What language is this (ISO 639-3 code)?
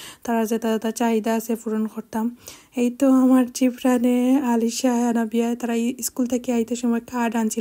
syl